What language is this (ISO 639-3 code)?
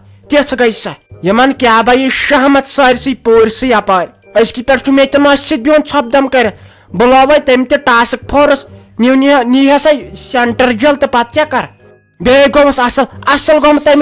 kas